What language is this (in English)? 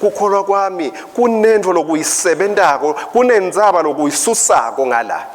Swati